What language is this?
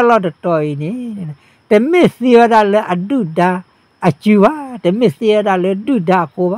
S'gaw Karen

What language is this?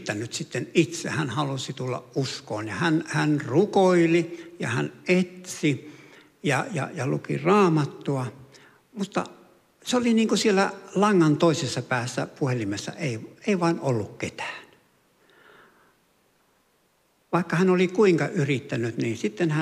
Finnish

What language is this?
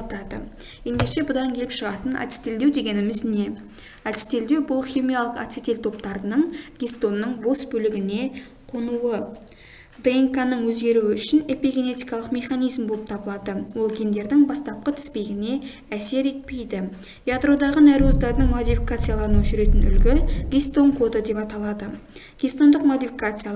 Kazakh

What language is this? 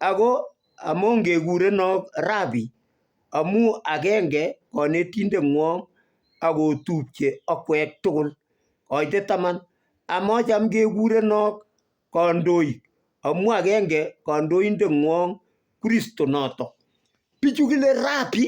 Kalenjin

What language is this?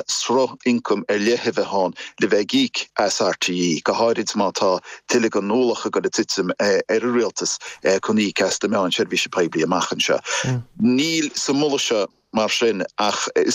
Irish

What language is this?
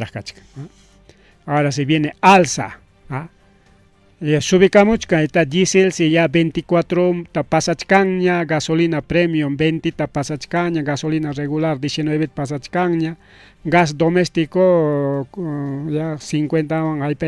Ayacucho Quechua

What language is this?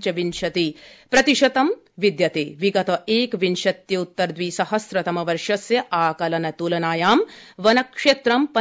Sanskrit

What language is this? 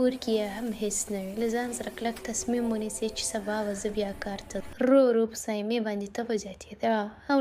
Pashto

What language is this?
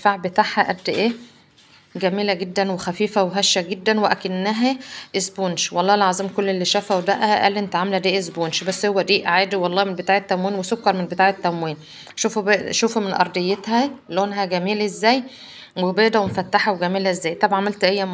Egyptian Arabic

